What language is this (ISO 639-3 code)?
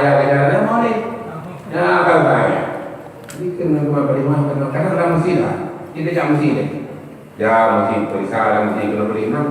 ace